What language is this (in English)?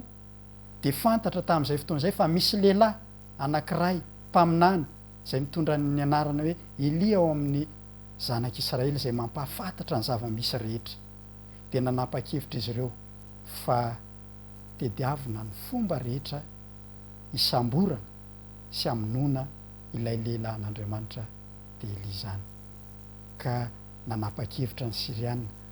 Malagasy